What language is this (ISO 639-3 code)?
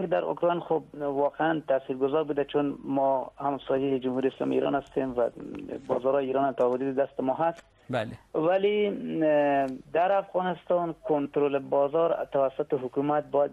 fas